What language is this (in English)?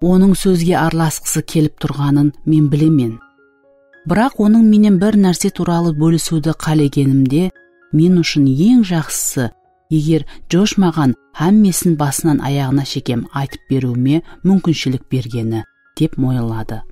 Kara-Kalpak